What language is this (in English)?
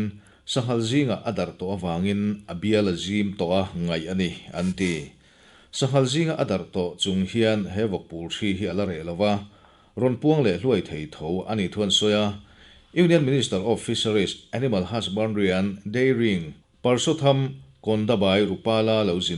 Mizo